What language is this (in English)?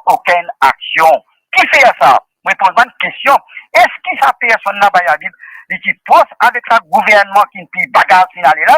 Morisyen